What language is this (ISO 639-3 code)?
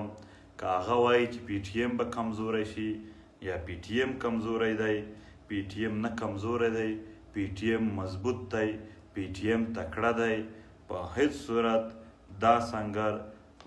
pus